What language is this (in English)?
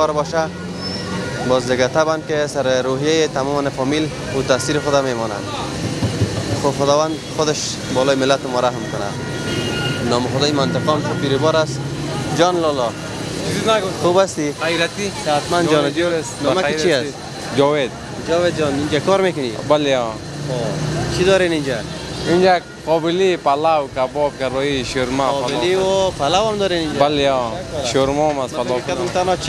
Persian